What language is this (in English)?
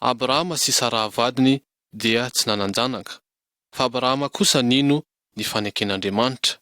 Malagasy